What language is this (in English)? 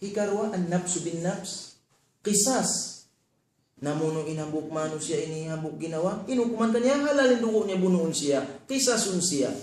Tausug